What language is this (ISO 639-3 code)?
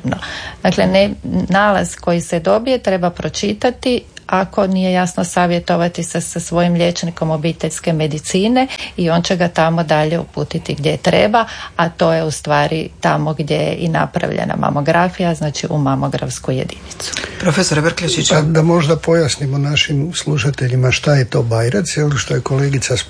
hrv